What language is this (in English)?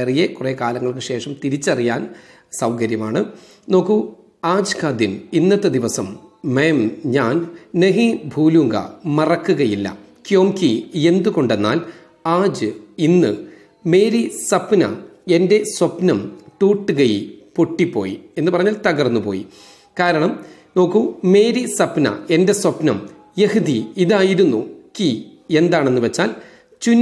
Malayalam